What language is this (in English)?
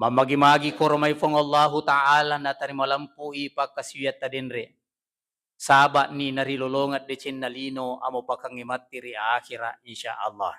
Buginese